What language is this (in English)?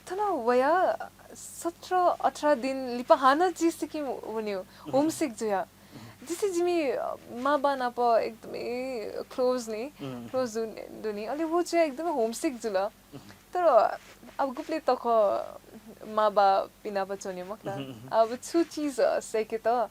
Newari